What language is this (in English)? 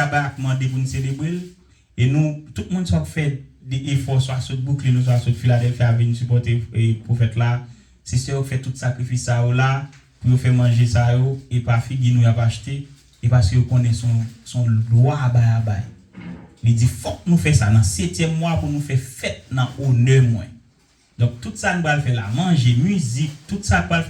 Haitian Creole